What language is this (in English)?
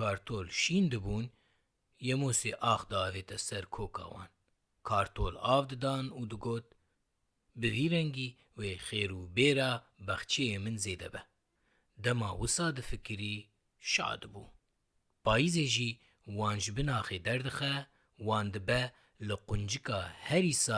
Kurdish